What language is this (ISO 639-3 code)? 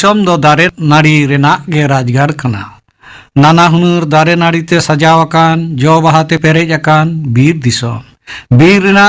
sat